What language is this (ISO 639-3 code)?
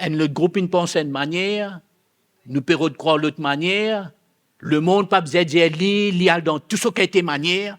mfe